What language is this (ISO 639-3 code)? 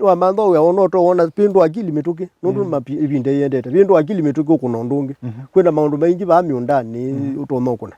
kam